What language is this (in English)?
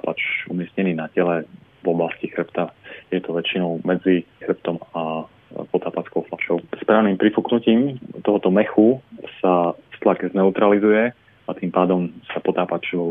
Slovak